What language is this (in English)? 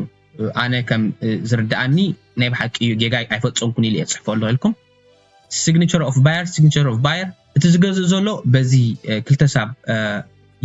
Tigrinya